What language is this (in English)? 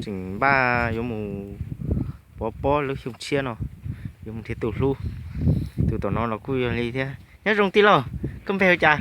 Hmong